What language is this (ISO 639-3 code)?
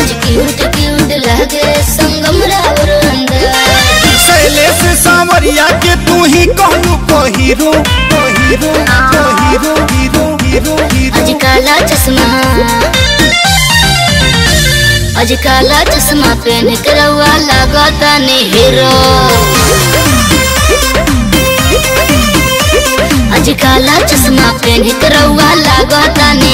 bho